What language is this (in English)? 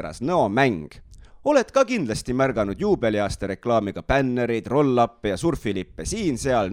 Estonian